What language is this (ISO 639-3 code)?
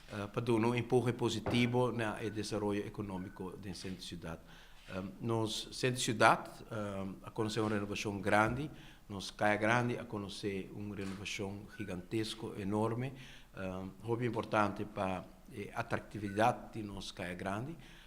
pap